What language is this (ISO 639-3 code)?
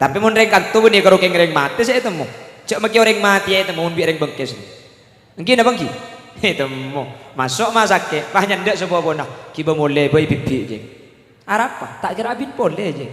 mad